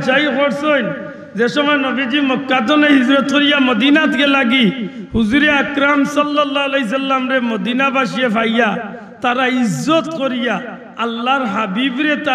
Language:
Sylheti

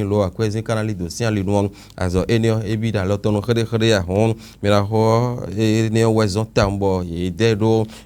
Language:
Fon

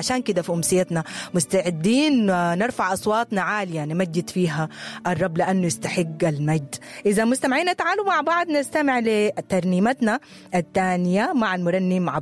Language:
Sudanese Arabic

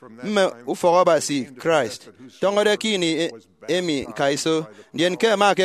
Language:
Efik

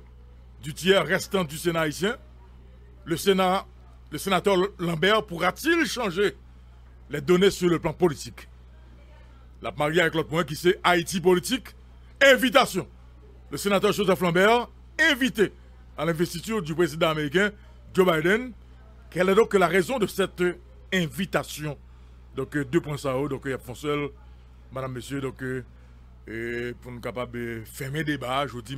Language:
French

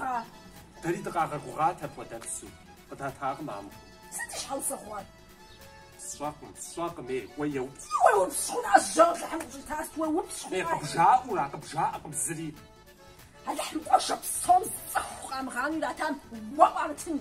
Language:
Kabardian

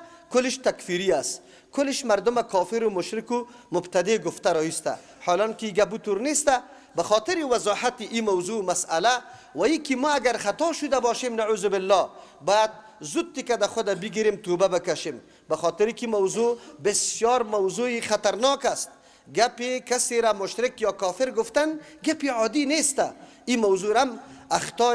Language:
Persian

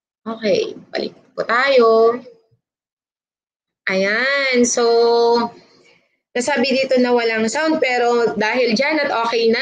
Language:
Filipino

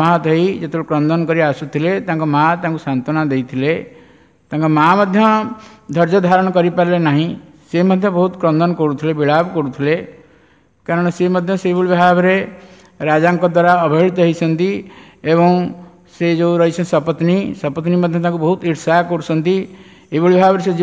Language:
Odia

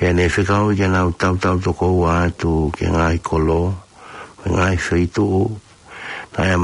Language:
Tongan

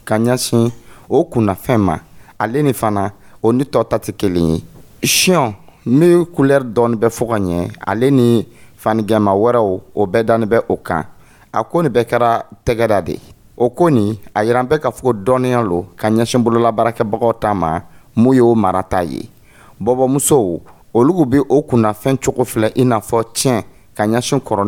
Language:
Dyula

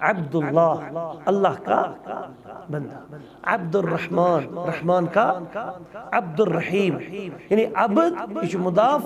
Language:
Kashmiri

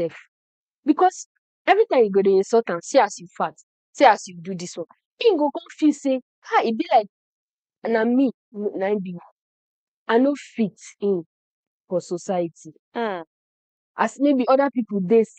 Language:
Nigerian Pidgin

